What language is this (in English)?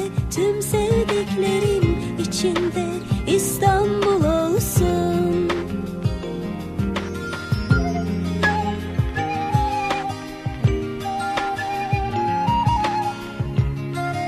Turkish